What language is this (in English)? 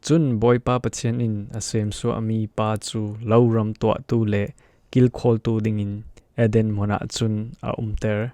Falam Chin